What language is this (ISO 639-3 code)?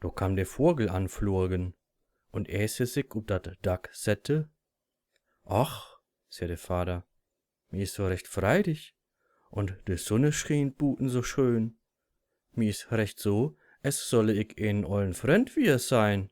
nds